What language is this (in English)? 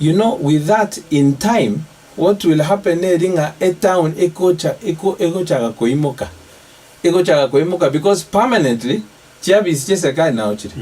Gusii